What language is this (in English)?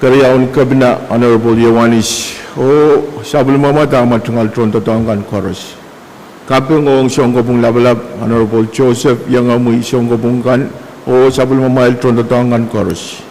Pohnpeian